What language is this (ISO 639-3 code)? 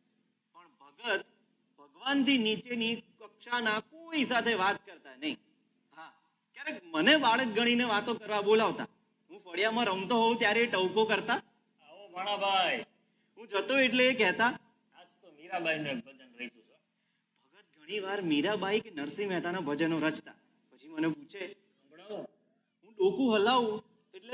guj